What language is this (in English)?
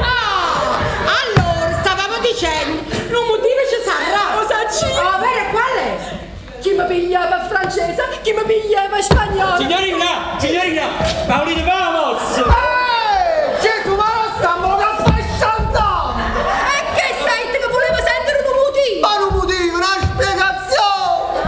Neapolitan